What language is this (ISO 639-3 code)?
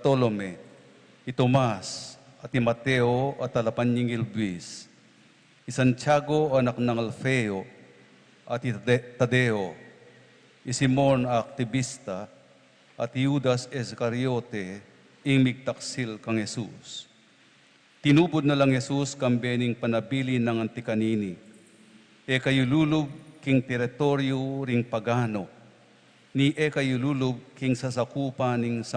pam